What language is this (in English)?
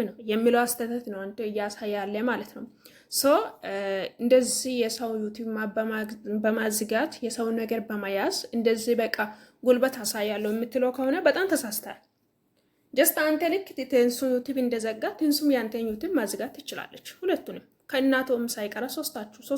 Amharic